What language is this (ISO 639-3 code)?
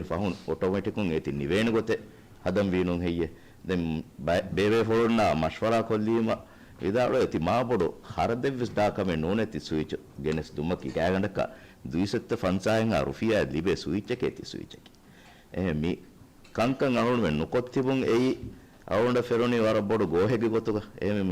div